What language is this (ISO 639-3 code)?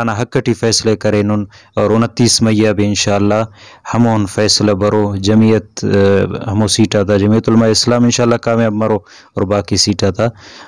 brh